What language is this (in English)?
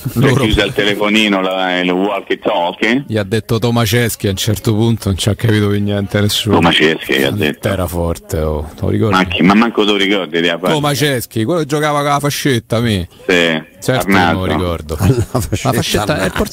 Italian